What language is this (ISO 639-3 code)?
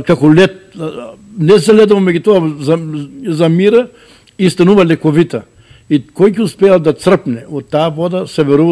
mkd